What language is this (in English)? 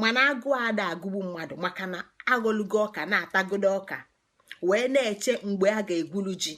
Igbo